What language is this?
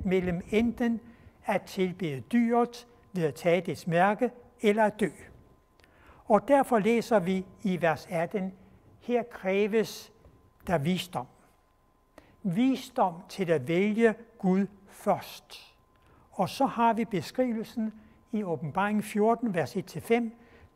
Danish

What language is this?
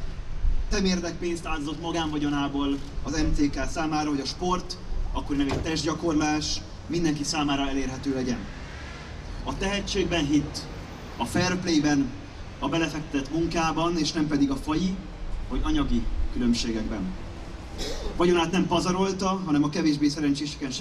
Hungarian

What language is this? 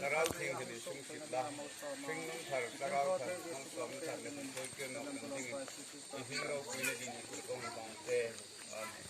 Hmar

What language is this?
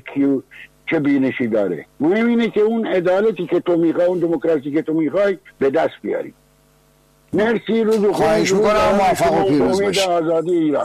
Persian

